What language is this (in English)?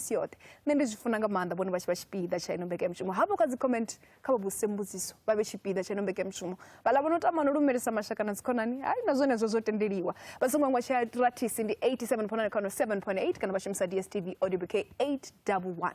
Venda